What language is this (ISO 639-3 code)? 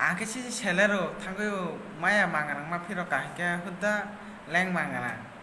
trp